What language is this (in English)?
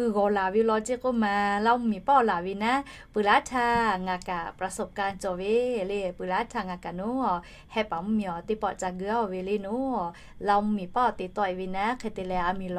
Lahu